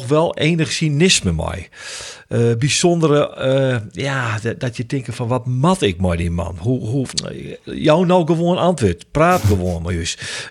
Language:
Western Frisian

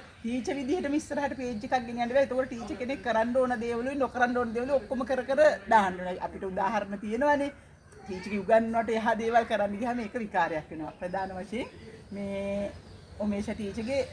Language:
Sinhala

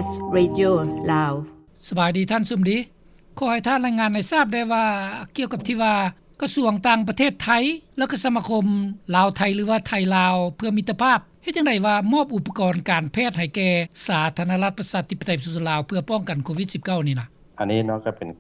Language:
Lao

